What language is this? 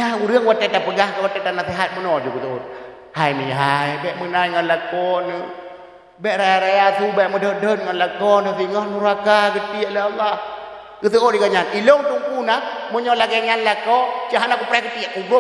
Achinese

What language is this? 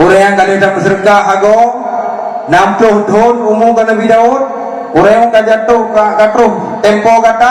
Achinese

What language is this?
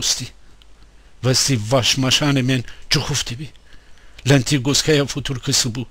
Gilaki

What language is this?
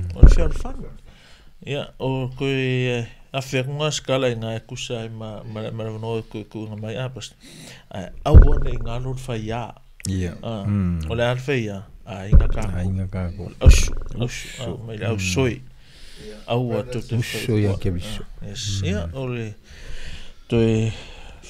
Samoan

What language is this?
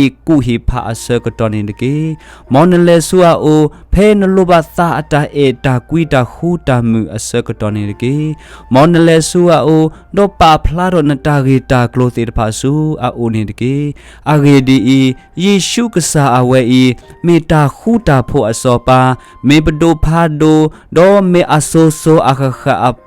S'gaw Karen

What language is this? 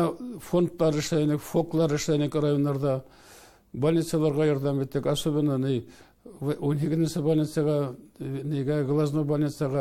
Bashkir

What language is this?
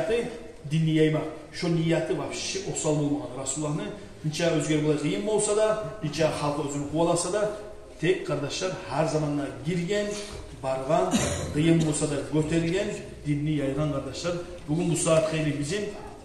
Kumyk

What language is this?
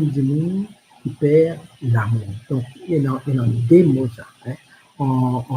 Morisyen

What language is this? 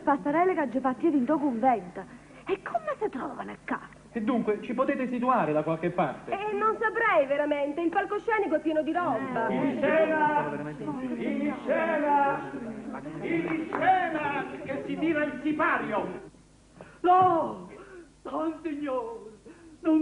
Neapolitan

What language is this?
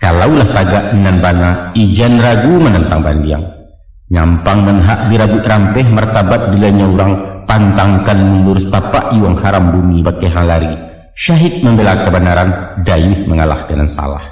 Minangkabau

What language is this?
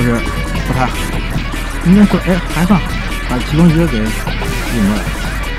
Chinese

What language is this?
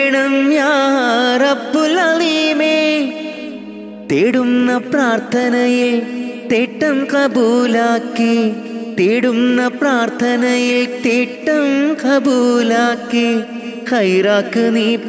Malayalam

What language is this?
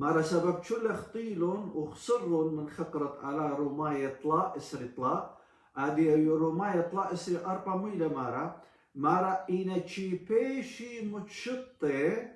Assyrian Neo-Aramaic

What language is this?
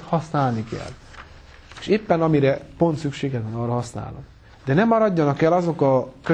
Hungarian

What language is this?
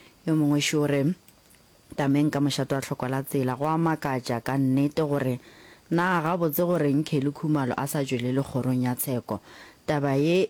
Northern Sotho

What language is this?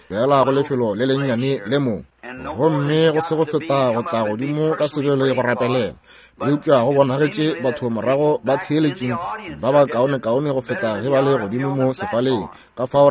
Northern Sotho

